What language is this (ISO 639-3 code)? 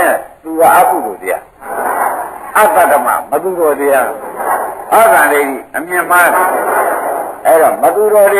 mya